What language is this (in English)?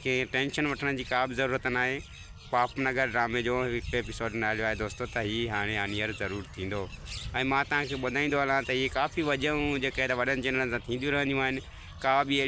Sindhi